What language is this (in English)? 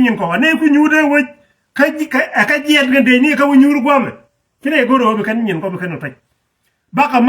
Nuer